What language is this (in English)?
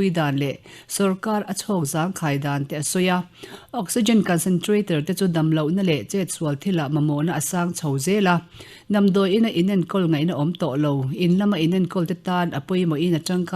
Mizo